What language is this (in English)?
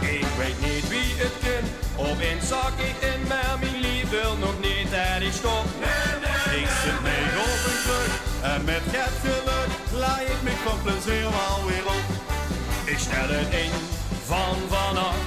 Limburgish